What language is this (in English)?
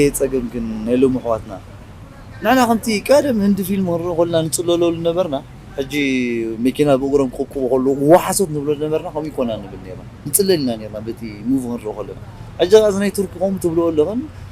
Tigrinya